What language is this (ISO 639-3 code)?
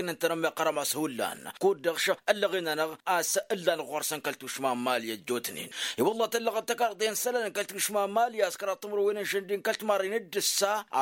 taq